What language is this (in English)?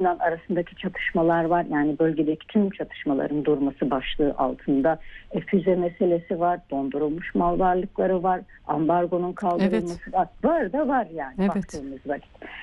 Turkish